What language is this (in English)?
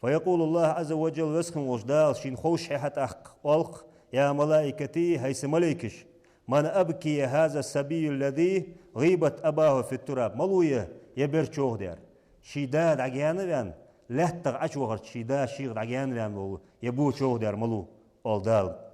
Ingush